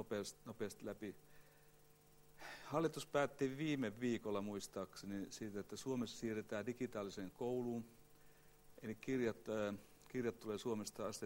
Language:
Finnish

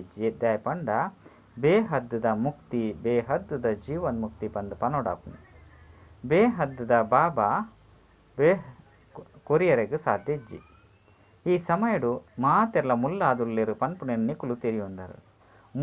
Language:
Tulu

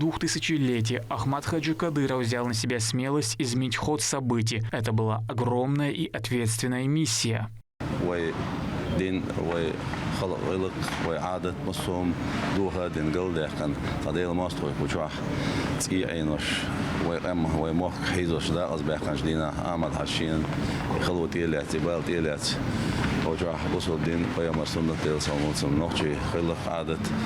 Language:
Chechen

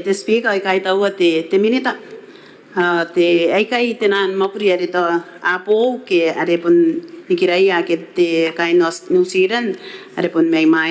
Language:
Gilbertese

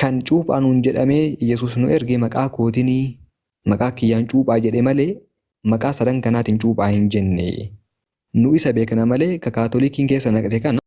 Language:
Oromo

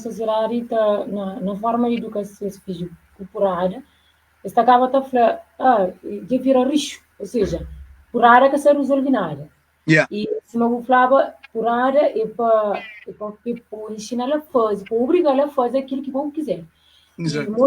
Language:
Kabuverdianu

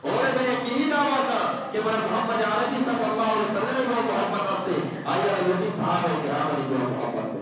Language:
Eastern Balochi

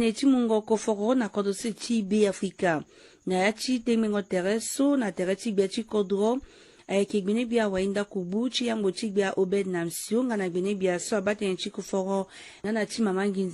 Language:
Sango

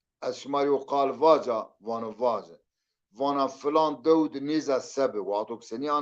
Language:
Zaza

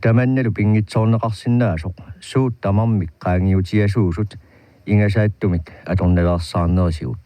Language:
Kalaallisut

